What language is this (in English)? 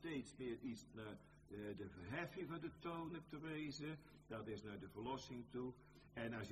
Dutch